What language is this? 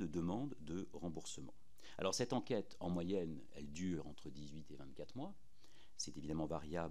French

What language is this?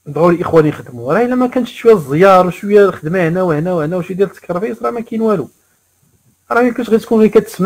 Moroccan Arabic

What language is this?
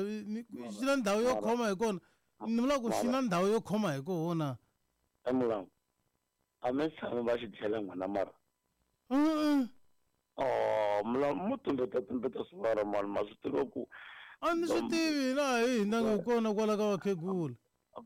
Tsonga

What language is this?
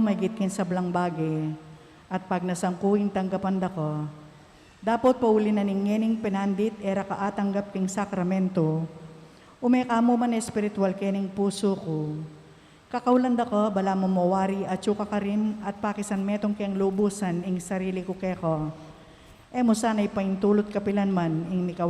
Pampanga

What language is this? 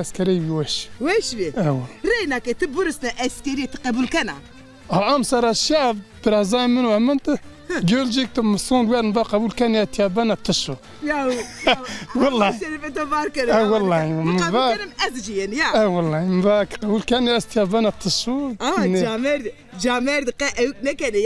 Zaza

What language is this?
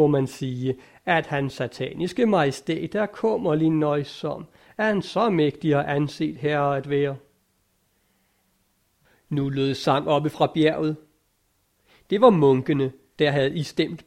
Danish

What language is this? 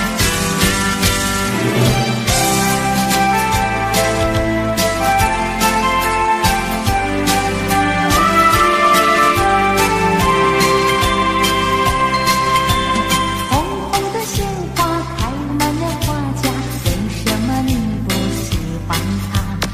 Chinese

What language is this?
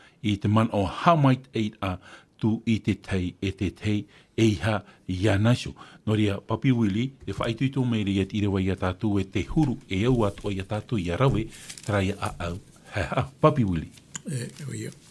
Tahitian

